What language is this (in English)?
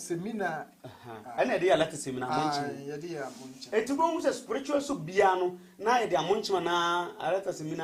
Akan